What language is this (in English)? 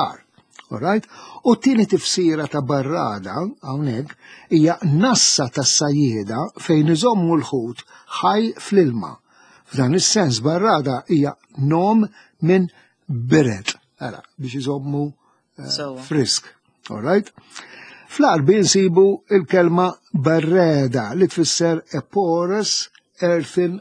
Maltese